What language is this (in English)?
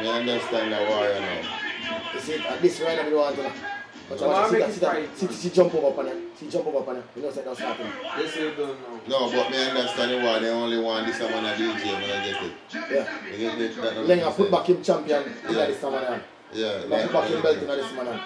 Jamaican Creole English